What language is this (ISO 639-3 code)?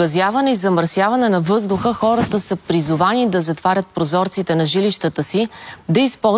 bul